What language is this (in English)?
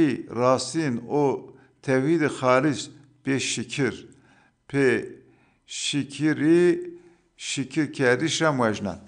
Zaza